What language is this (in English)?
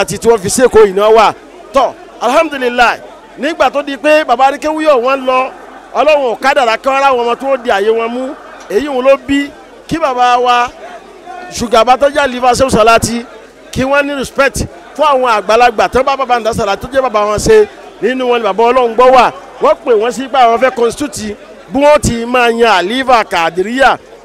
Yoruba